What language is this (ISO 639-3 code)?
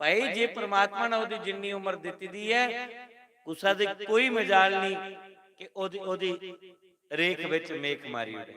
doi